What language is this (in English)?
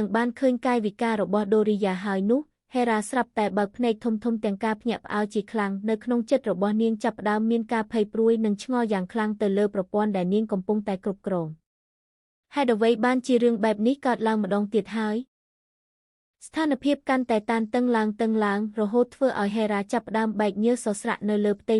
Khmer